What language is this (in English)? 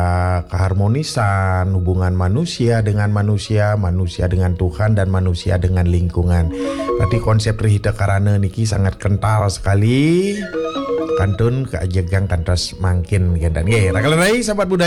Balinese